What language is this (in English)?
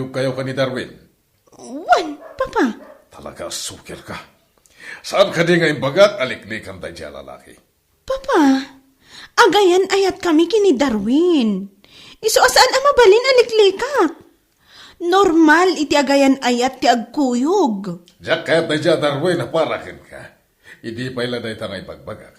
Iloko